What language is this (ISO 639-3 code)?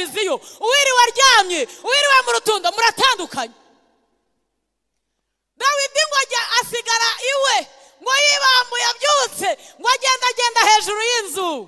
kin